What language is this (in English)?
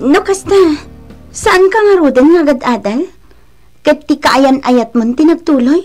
Iloko